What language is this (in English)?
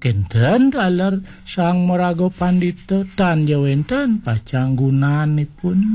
Balinese